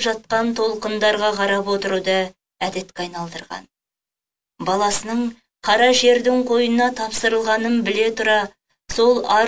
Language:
Kazakh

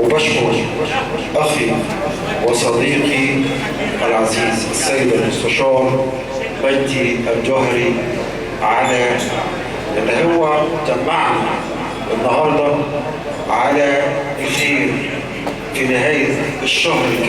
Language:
Egyptian Arabic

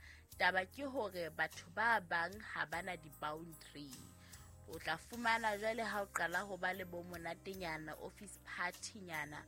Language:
Southern Sotho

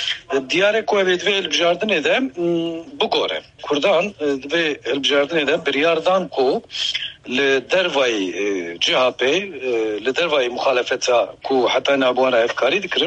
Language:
Kurdish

